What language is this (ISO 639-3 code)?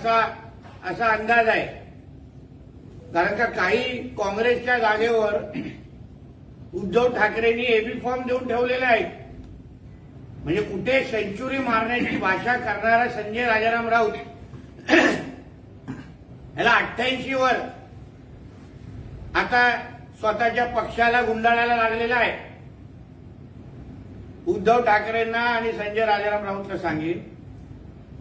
mar